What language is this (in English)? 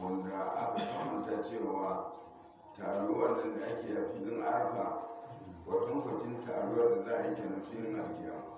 Hausa